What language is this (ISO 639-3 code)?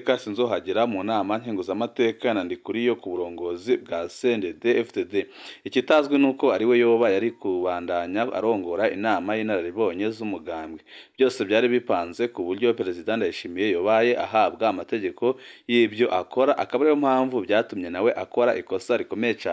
run